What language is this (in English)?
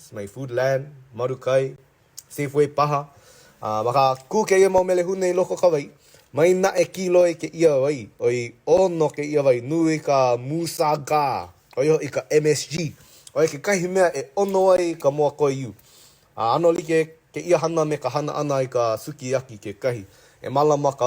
Hawaiian